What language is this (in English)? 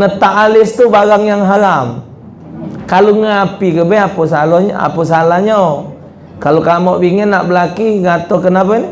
Musi